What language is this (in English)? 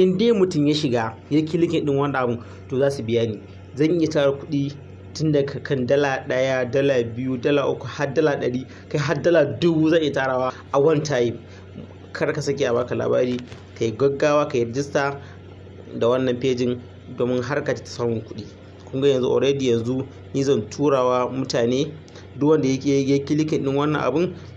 Hausa